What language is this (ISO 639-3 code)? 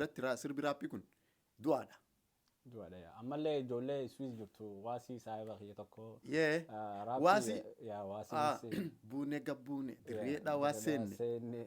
orm